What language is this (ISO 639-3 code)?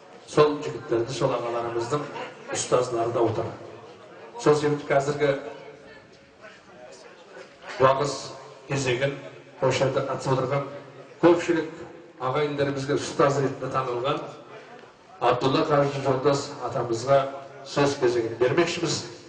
kaz